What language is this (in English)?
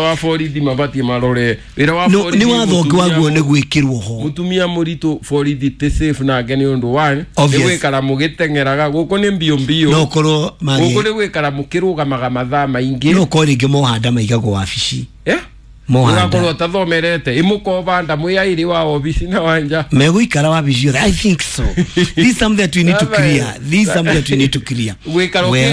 Kikuyu